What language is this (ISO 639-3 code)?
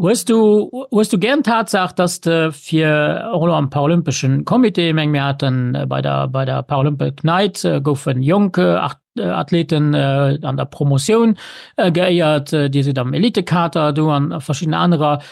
ltz